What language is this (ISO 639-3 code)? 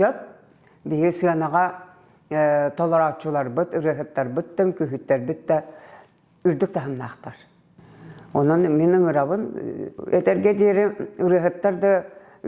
sah